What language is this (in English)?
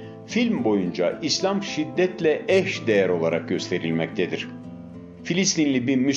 Turkish